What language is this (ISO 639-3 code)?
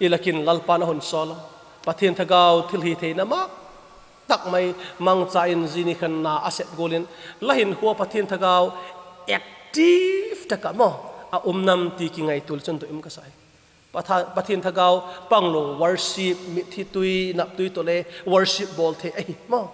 vap